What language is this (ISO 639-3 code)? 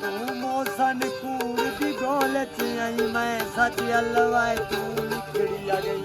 skr